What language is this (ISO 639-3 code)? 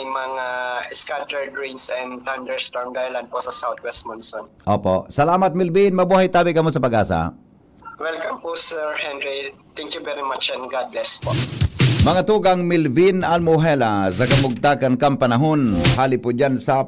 bik